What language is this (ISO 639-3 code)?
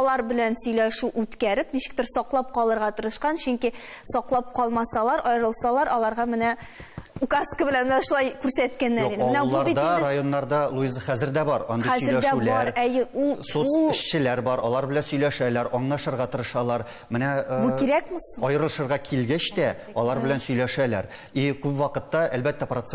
tat